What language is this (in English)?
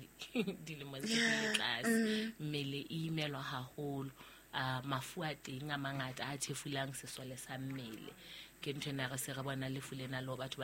Southern Sotho